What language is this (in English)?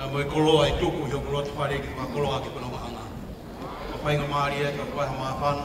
Tongan